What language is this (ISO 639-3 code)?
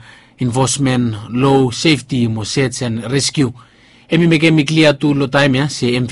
bis